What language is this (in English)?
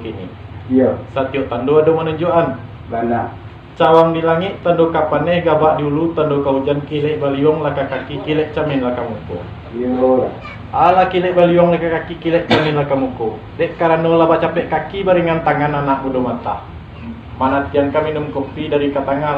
Minangkabau